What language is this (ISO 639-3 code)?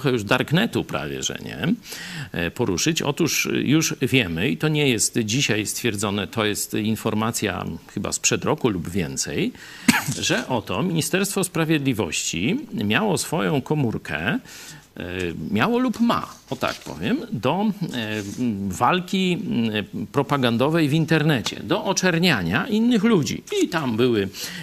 pol